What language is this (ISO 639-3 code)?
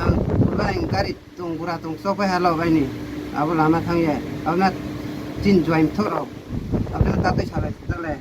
trp